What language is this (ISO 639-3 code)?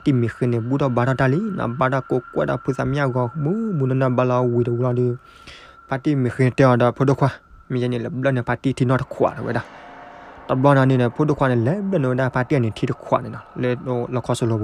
ksw